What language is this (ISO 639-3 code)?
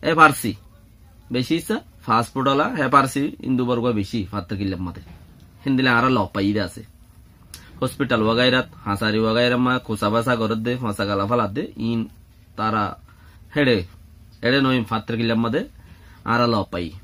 rhg